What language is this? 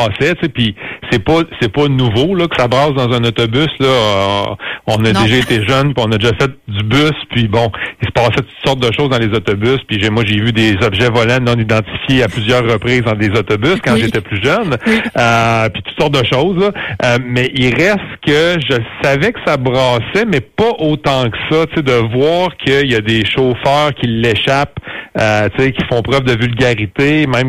French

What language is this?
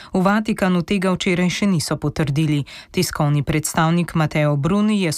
Slovenian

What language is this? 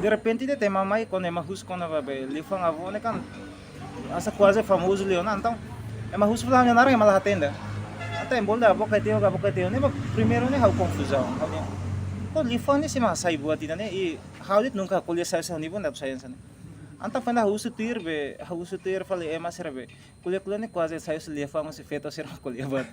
Tetum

